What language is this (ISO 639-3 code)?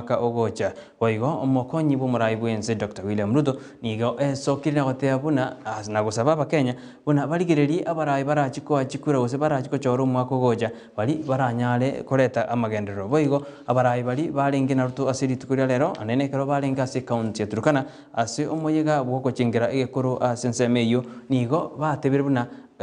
guz